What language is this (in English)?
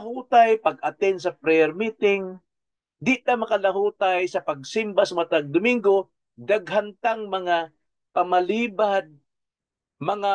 Cebuano